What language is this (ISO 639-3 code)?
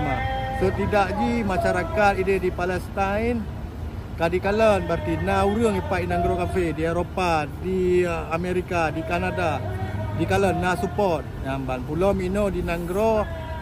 ace